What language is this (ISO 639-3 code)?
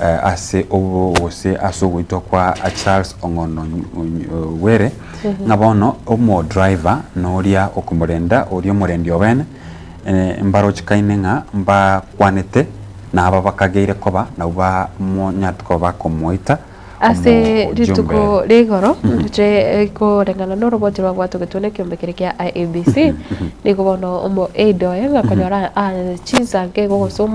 guz